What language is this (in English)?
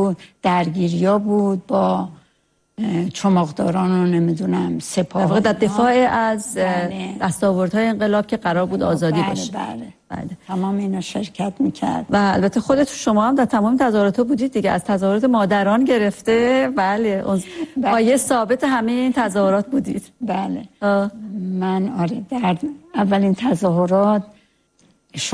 Persian